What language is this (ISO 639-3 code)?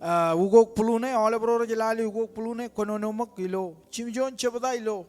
mah